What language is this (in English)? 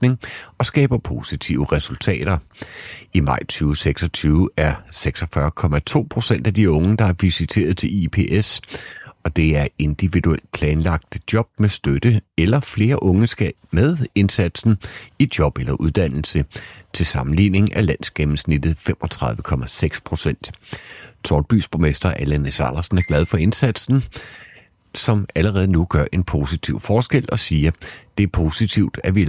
Danish